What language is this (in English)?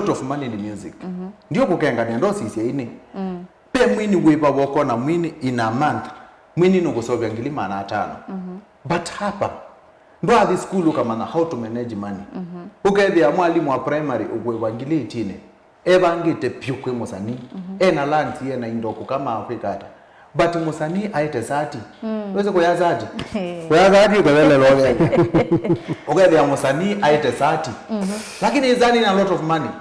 Kamba